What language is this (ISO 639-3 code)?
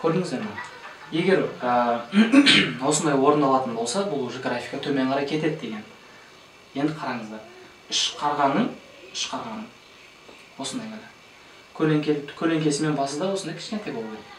kaz